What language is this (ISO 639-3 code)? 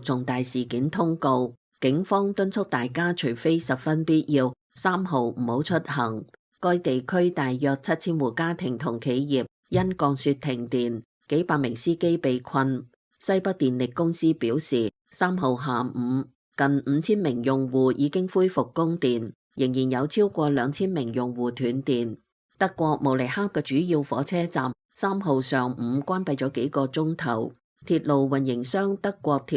yue